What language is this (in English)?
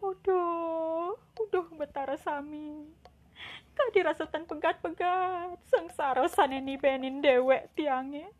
Balinese